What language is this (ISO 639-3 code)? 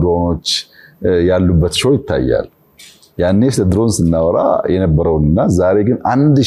amh